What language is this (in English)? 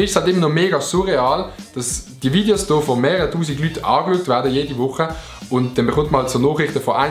Swiss German